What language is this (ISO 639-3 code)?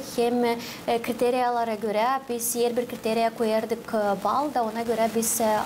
gag